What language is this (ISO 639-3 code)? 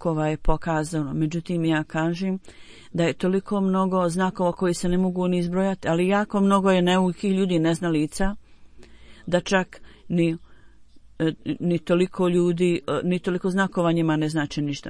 bos